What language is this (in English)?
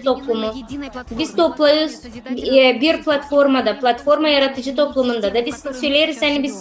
Gagauz